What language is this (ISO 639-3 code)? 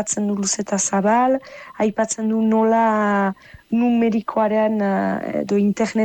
eus